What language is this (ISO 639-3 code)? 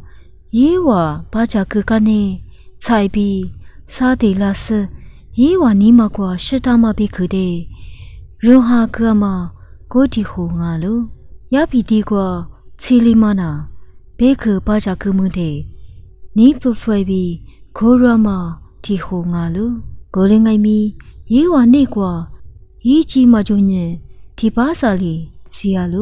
lis